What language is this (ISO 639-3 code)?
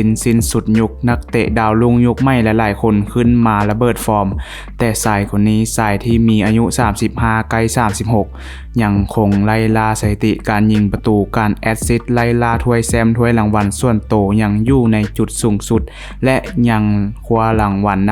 lao